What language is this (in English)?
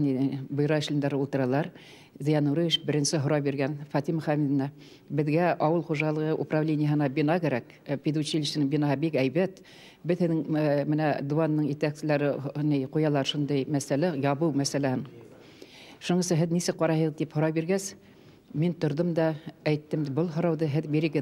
Bashkir